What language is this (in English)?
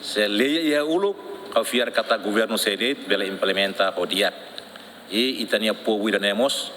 Tetum